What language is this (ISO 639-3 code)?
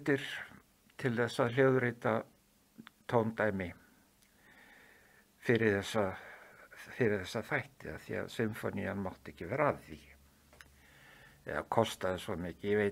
isl